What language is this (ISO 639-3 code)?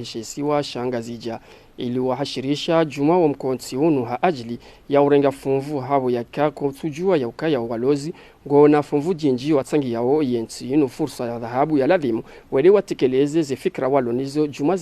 zdj